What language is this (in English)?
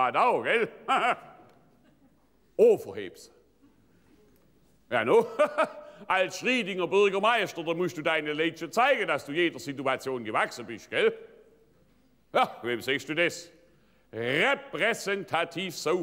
German